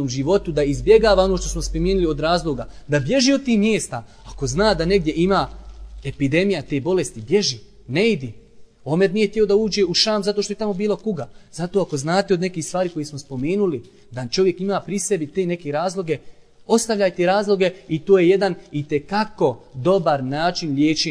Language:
Bosnian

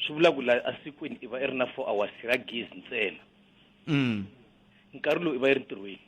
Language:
Tsonga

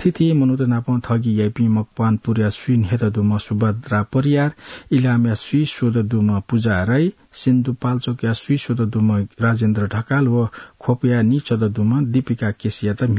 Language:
Newari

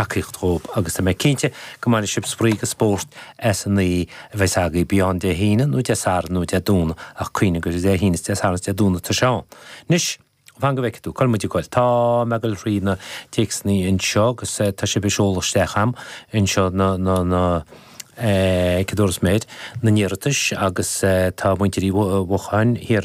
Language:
Irish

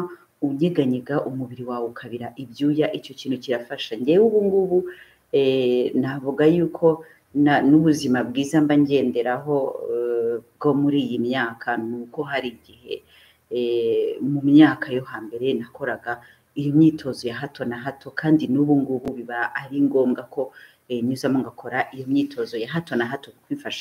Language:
Kinyarwanda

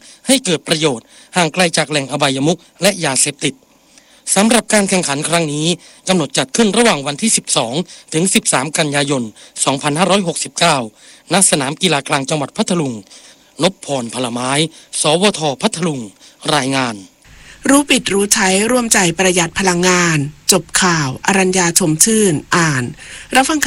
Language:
Thai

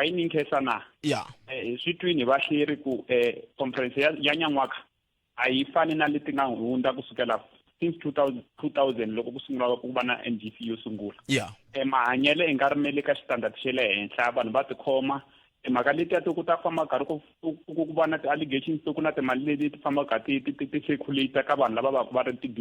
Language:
Tsonga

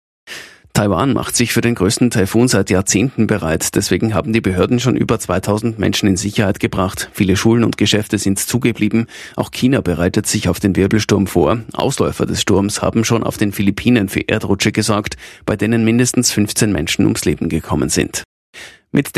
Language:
German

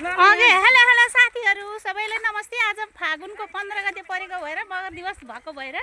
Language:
Nepali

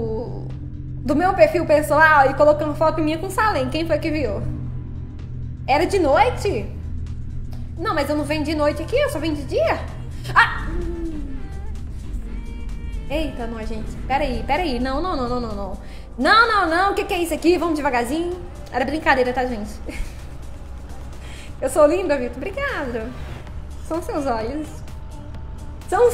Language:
Portuguese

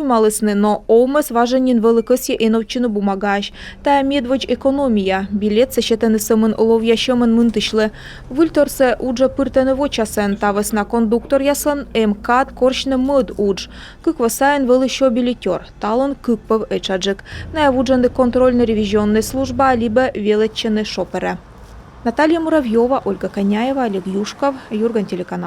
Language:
Komi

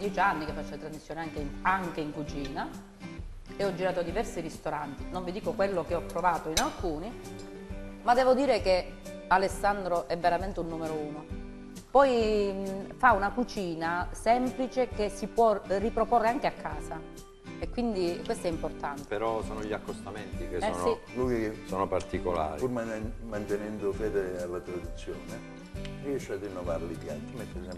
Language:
Italian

